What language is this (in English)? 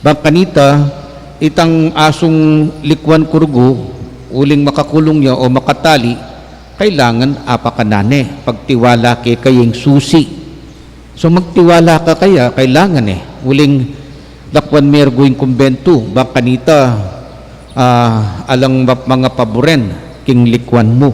Pampanga